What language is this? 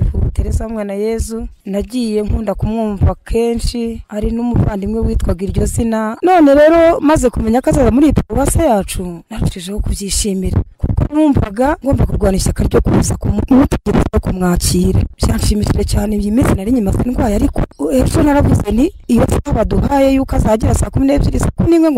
Kinyarwanda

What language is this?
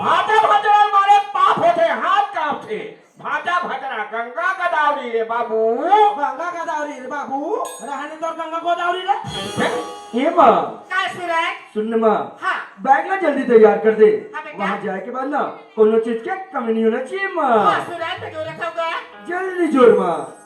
Chhattisgarhi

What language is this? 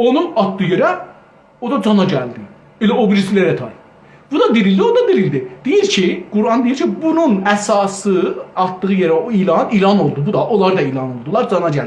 South Azerbaijani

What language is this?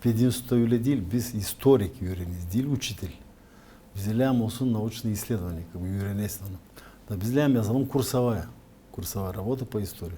Gagauz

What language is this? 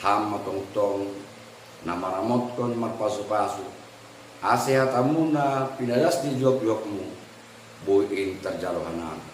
Batak Simalungun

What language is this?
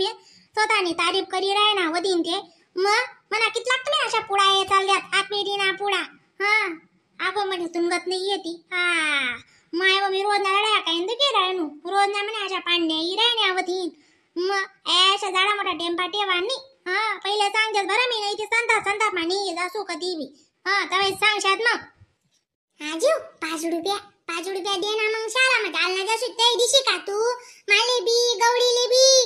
Khandesi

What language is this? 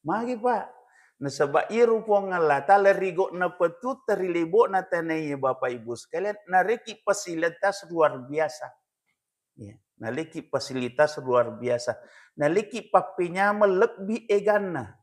Buginese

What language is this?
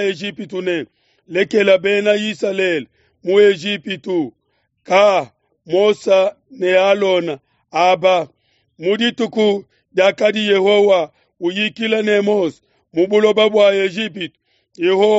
Luba-Lulua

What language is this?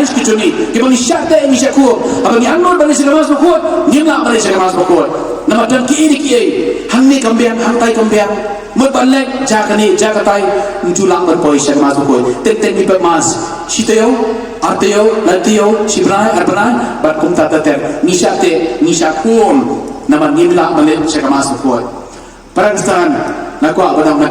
Khasi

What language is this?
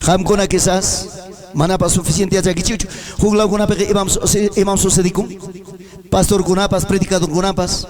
Ayacucho Quechua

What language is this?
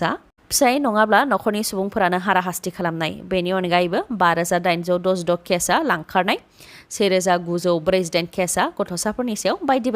Bodo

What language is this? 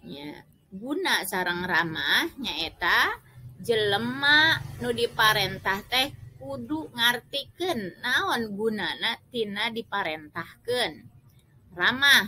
Sundanese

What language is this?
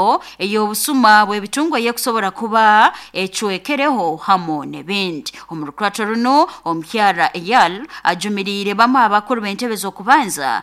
Nyoro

